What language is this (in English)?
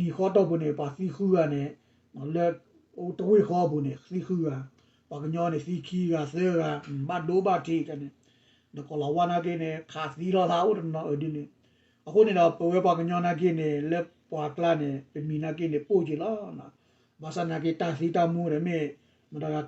S'gaw Karen